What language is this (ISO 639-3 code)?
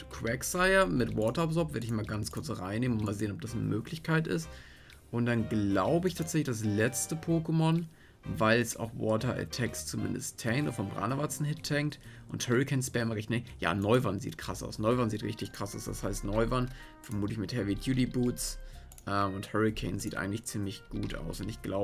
deu